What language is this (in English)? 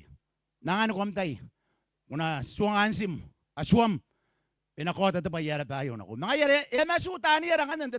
Gilbertese